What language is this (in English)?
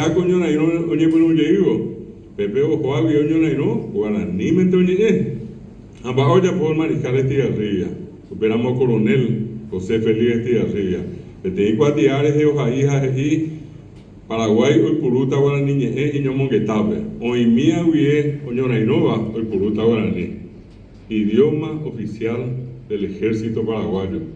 Guarani